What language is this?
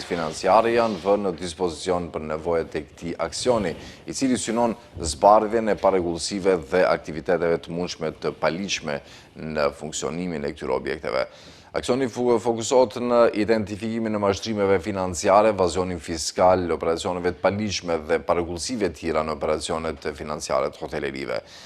Albanian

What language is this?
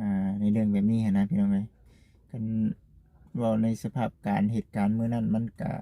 Lao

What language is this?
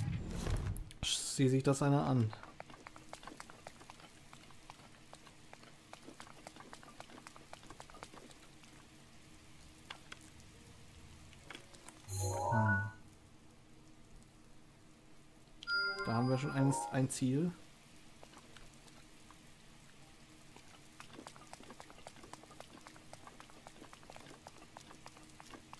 German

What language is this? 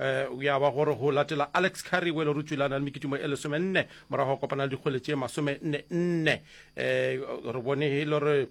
Northern Sotho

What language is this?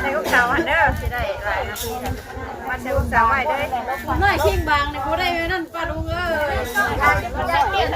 Northeastern Thai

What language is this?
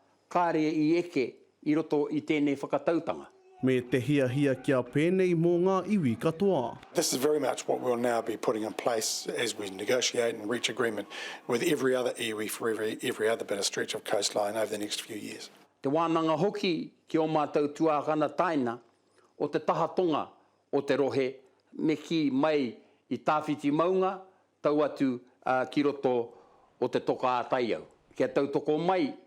Māori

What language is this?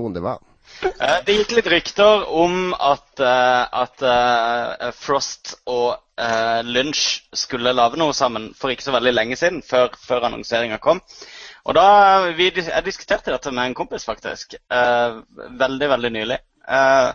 Norwegian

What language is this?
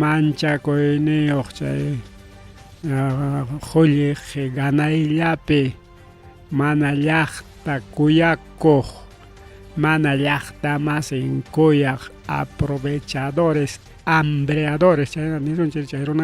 Ayacucho Quechua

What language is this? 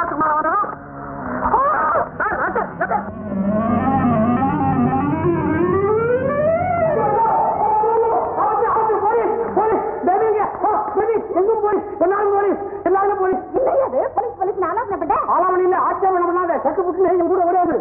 Tamil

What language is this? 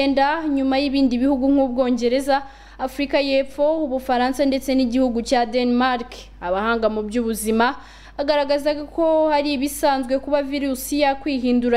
Kinyarwanda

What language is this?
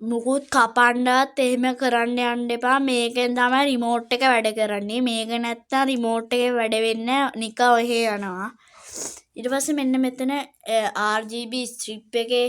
Sinhala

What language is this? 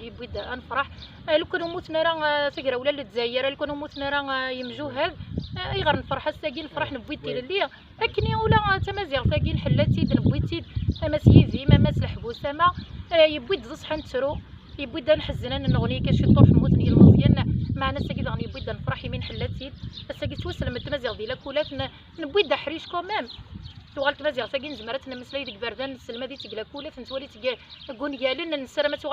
Kabyle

